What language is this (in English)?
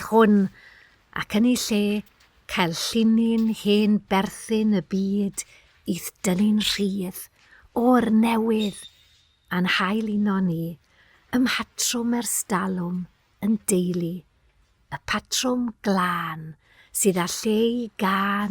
Welsh